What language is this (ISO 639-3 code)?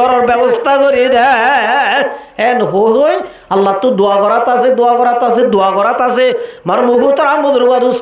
rhg